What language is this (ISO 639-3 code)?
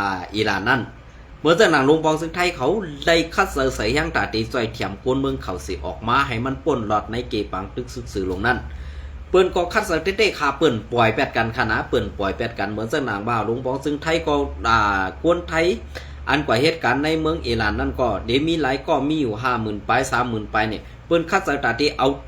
shn